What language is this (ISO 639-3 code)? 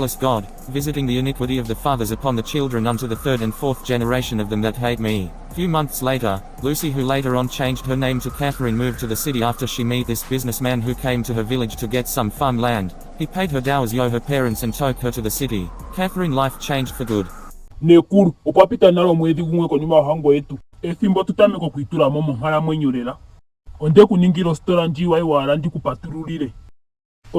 ndo